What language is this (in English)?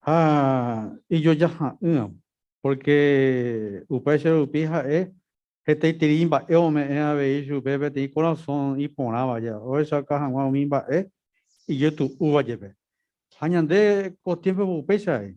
Guarani